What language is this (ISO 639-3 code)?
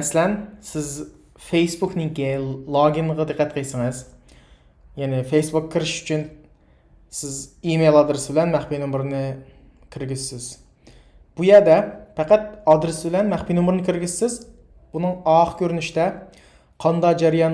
uig